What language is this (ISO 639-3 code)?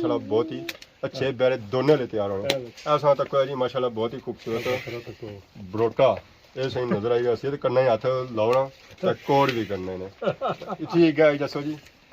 phr